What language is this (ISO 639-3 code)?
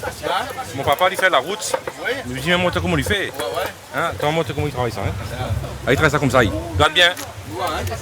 rcf